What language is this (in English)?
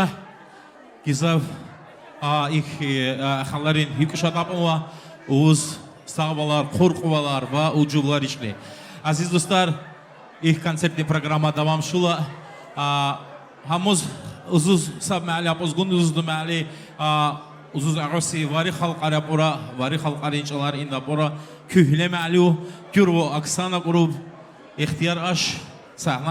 Tabassaran